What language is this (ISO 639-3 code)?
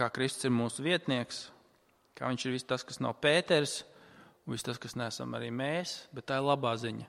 lav